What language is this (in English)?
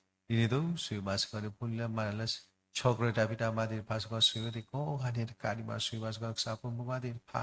S'gaw Karen